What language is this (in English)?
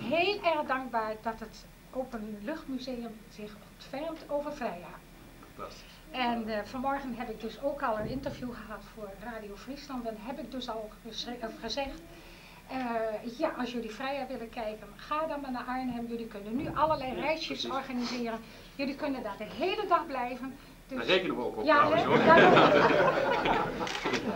Dutch